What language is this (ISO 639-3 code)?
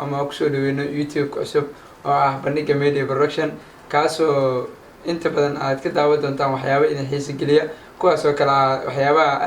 som